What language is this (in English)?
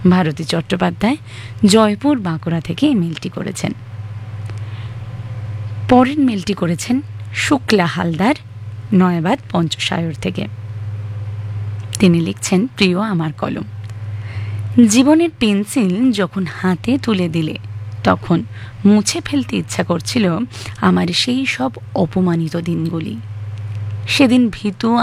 Bangla